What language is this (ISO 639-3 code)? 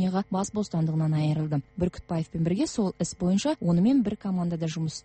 kaz